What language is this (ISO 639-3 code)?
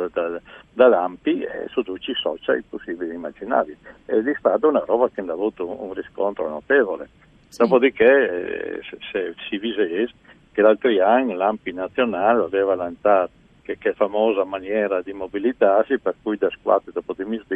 fur